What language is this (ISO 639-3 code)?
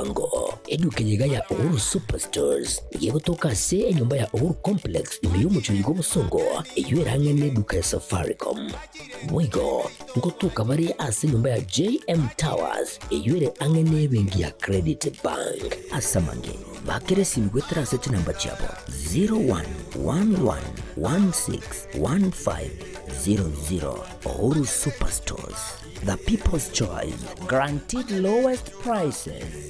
guz